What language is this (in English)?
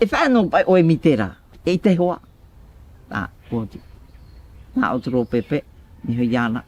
Tahitian